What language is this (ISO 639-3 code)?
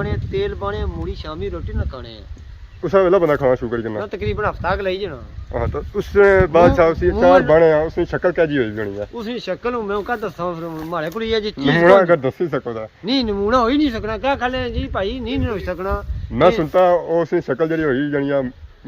phr